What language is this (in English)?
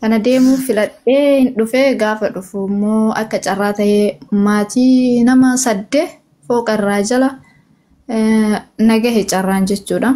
Oromo